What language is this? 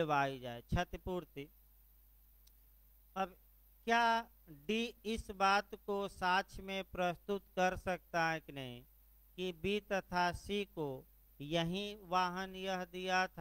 Hindi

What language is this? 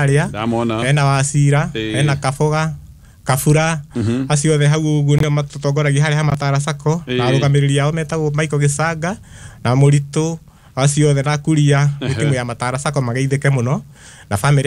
Kikuyu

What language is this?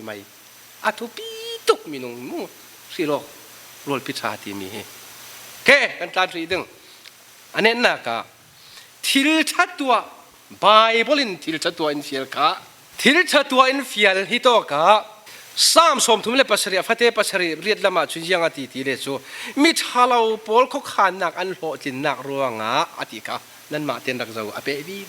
Falam Chin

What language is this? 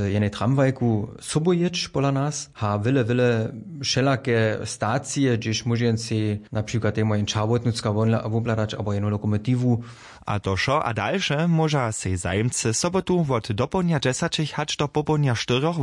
Upper Sorbian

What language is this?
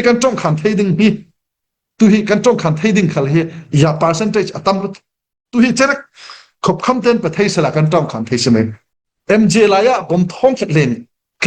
Falam Chin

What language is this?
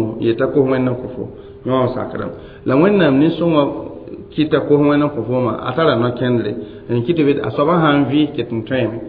Mossi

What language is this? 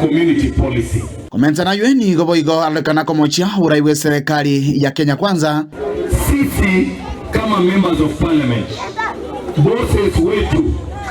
Gusii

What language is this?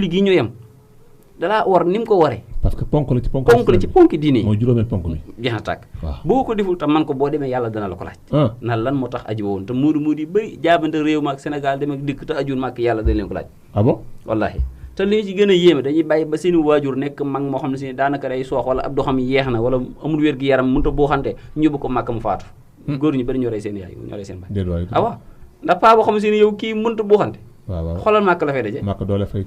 Wolof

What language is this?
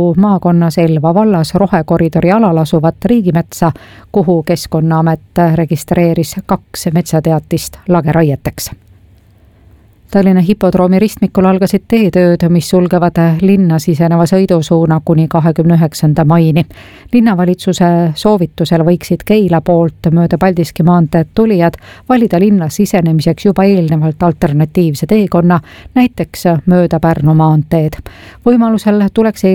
Estonian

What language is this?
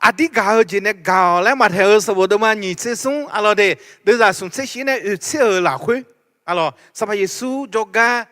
Akha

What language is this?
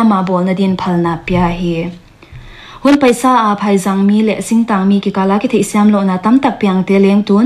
Paite Chin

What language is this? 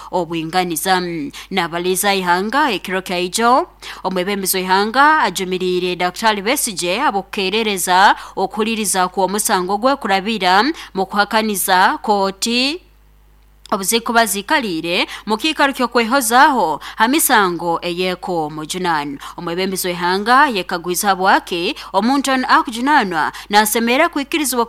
Nyankole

